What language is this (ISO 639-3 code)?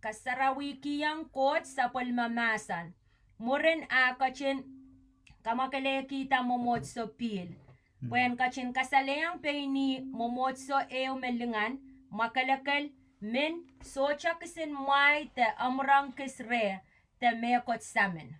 pon